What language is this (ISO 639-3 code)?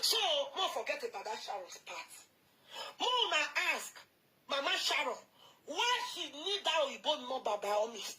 pcm